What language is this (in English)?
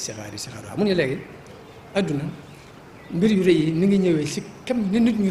Wolof